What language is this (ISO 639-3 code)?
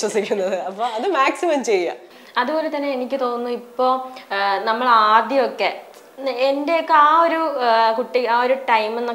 mal